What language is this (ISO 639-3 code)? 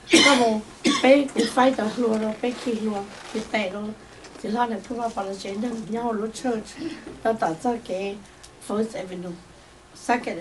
hmn